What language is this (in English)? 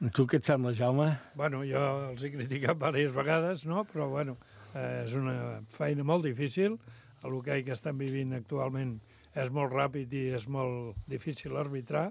Catalan